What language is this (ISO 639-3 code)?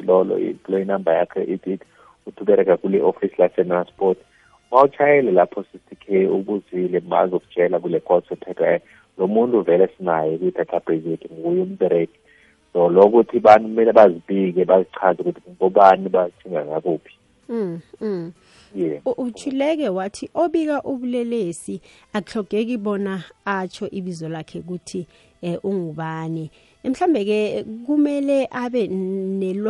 nbl